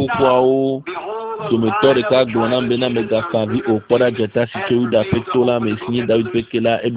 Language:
Ewe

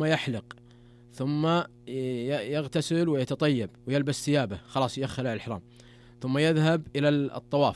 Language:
Najdi Arabic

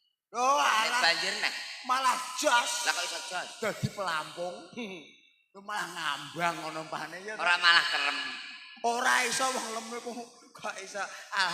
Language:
Javanese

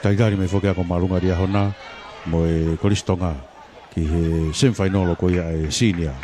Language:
Tongan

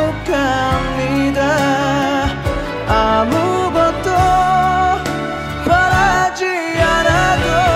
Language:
Korean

